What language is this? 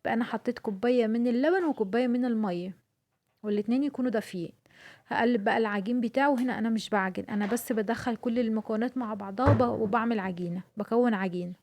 Egyptian Arabic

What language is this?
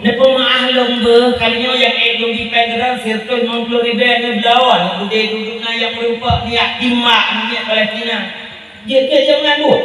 Achinese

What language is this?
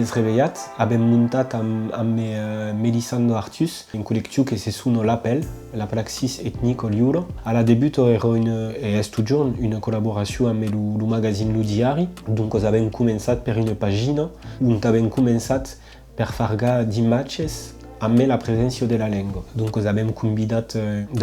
Occitan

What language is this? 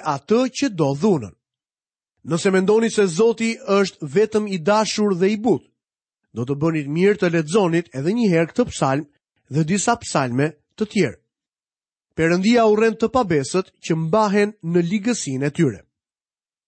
Albanian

